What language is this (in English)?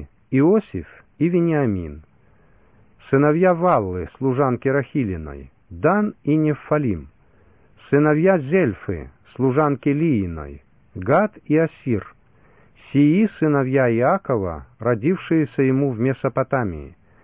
Russian